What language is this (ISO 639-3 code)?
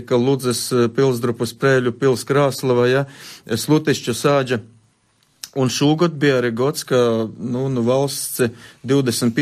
lav